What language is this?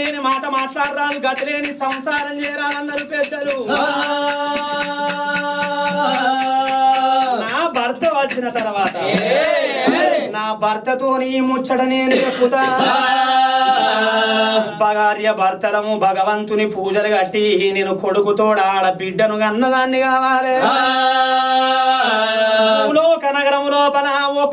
Telugu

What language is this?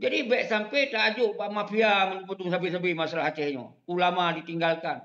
Achinese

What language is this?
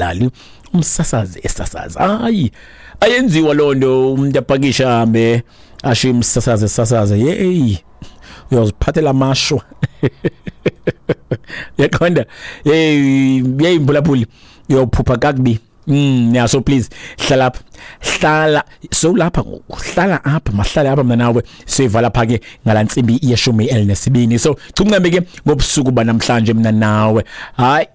Xhosa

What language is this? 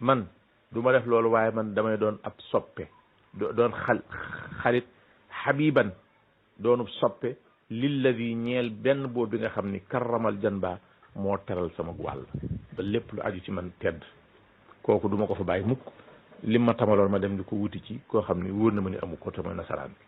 Wolof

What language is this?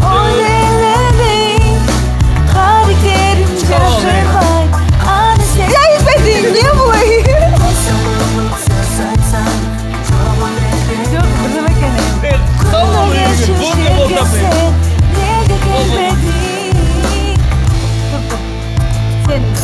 Kyrgyz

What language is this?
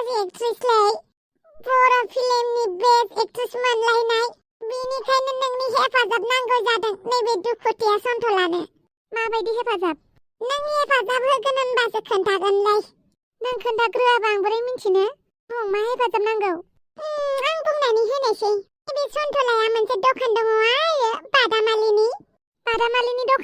Bodo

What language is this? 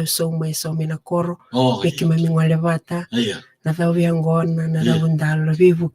Fijian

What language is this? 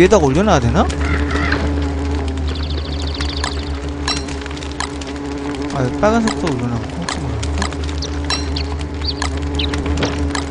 Korean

